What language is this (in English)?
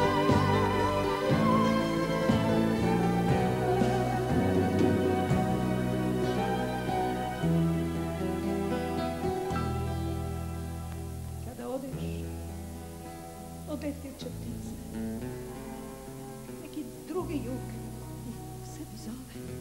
Croatian